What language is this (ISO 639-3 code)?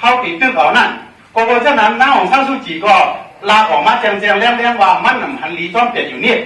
shn